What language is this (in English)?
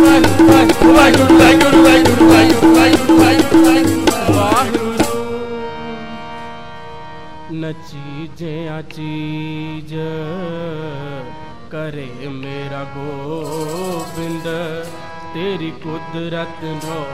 Punjabi